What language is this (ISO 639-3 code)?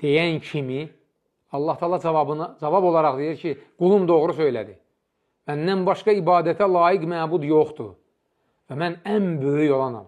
aze